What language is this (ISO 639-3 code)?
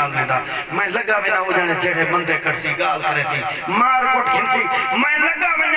skr